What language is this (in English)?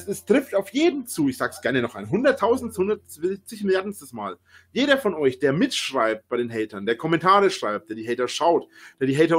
German